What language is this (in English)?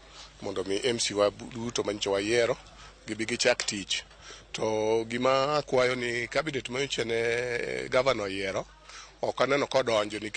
Luo (Kenya and Tanzania)